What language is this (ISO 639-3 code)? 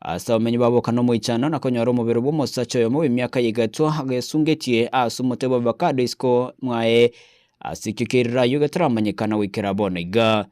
guz